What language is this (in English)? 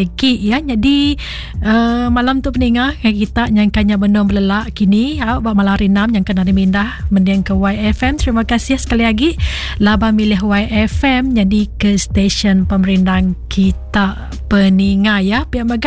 Iban